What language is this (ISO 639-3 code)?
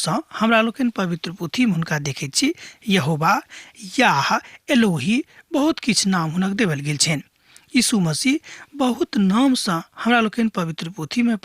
mai